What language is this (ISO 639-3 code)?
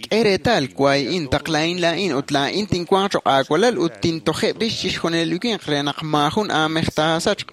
kek